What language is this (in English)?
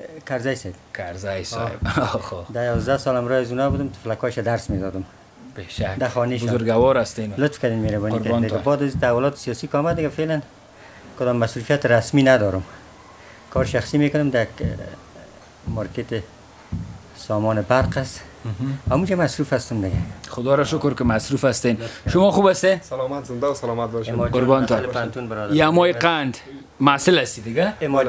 Persian